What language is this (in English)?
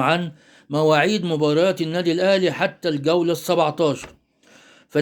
Egyptian Arabic